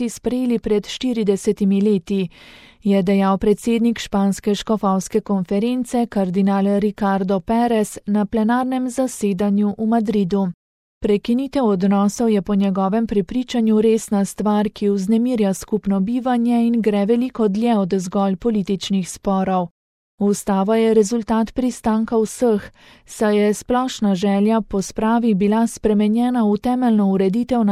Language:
Slovenian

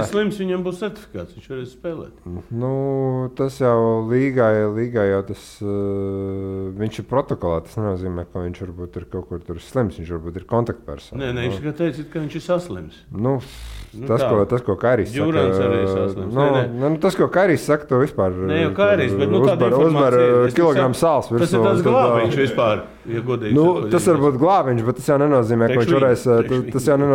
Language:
Latvian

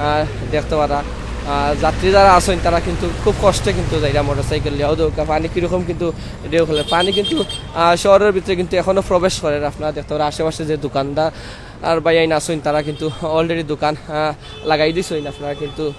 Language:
Sylheti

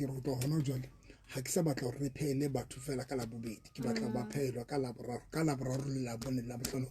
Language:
Southern Sotho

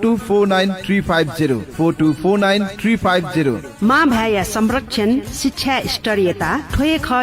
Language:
Newari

